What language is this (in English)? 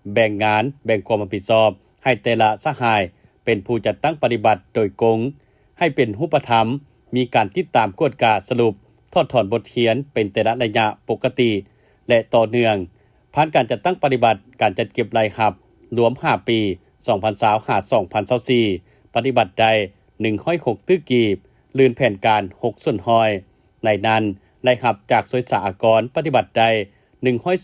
Lao